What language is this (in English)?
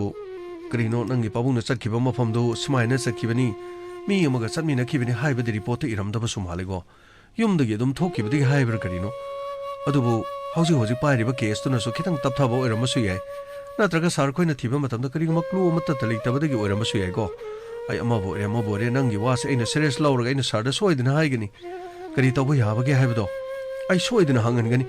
Manipuri